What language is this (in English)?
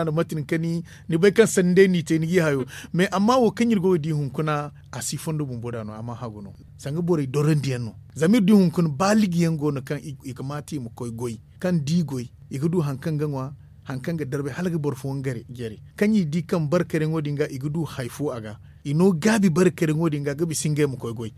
Zarma